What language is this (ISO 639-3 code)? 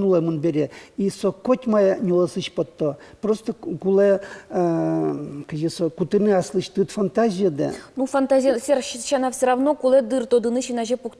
udm